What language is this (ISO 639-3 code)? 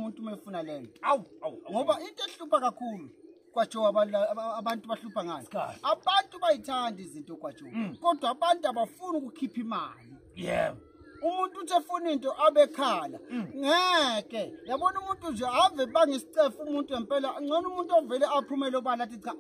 zul